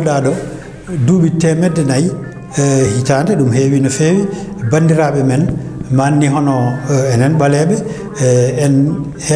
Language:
Fula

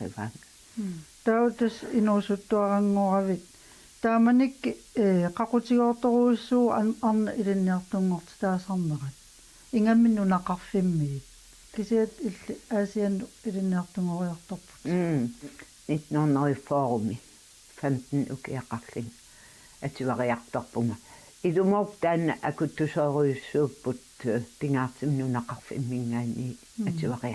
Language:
Kalaallisut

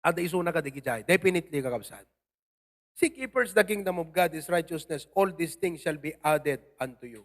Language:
Iloko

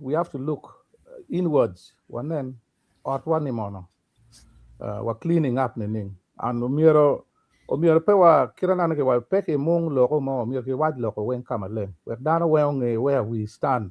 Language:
Acoli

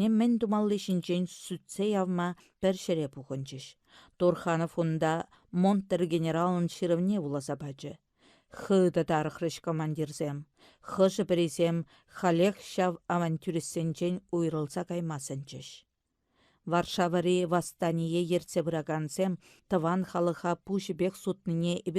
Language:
Chuvash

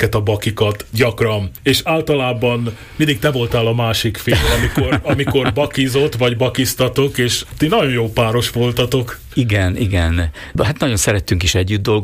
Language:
Hungarian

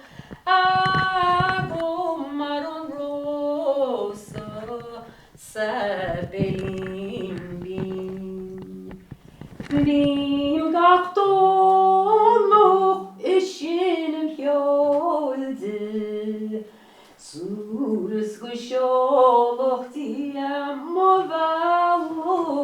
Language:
Irish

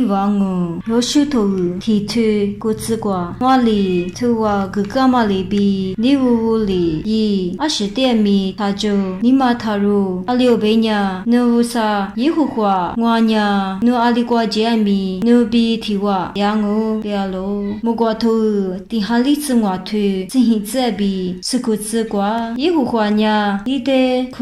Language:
Lisu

